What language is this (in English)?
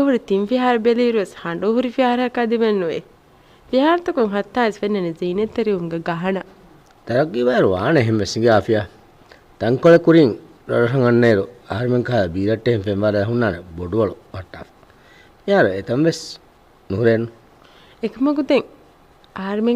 Divehi